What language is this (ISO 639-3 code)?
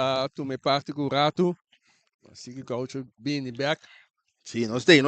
pap